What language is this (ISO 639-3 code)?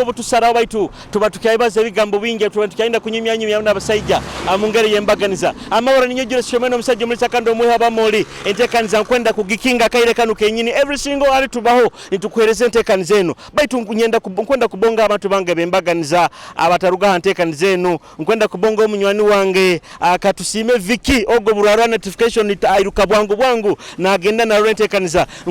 nyo